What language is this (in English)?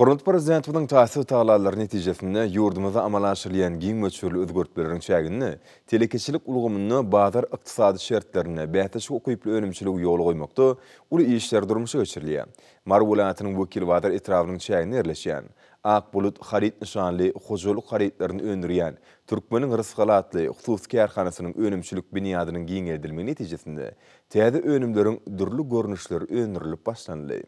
Turkmen